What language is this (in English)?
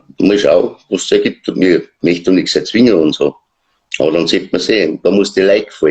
Bavarian